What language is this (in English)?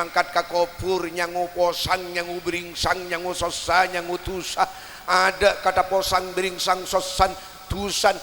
Madurese